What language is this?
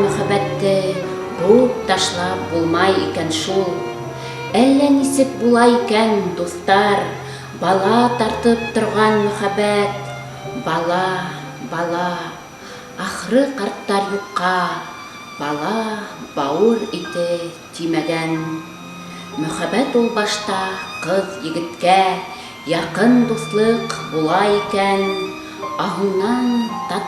Bashkir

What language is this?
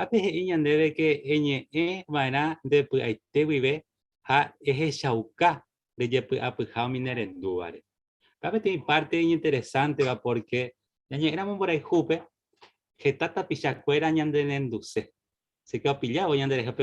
Guarani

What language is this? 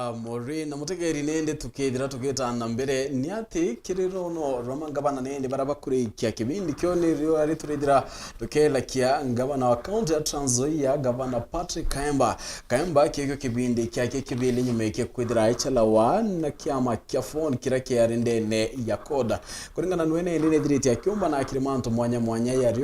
Meru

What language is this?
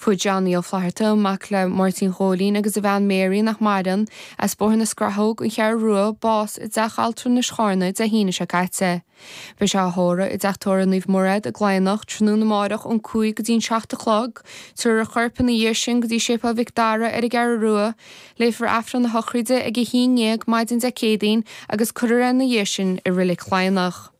Irish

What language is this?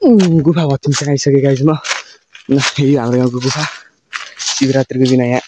Nepali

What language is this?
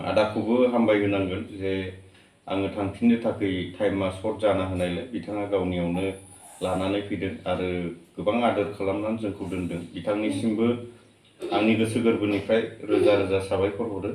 Bodo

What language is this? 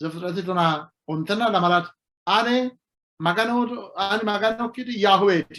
Sidamo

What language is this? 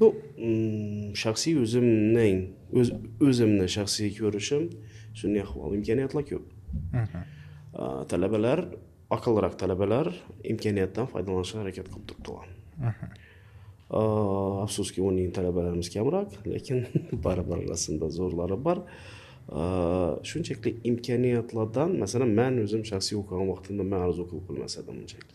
Uzbek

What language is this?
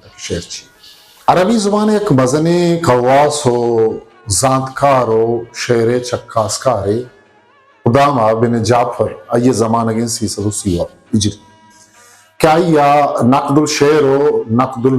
Eastern Balochi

